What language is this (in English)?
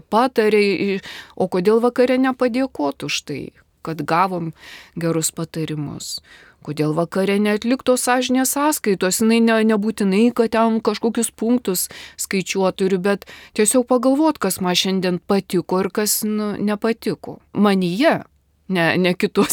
Lithuanian